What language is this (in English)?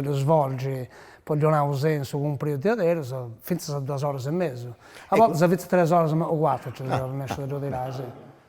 Sardinian